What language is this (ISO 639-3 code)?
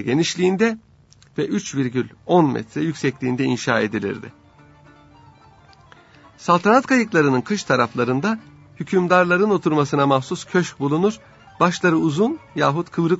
tur